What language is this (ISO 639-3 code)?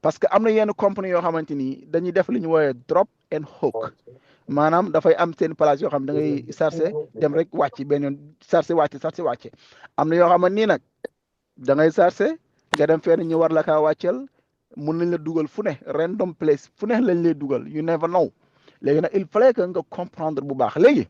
wol